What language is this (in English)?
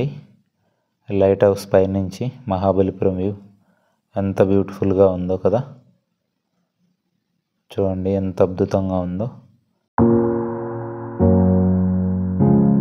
Telugu